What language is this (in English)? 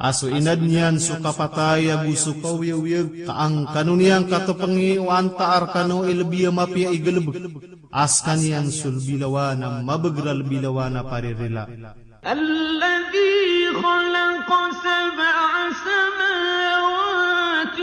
Maranao